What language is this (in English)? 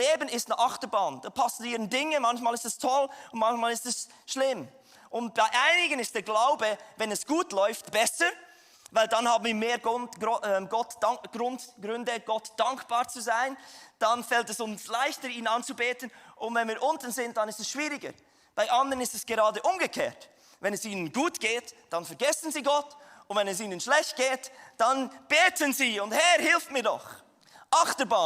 Swiss German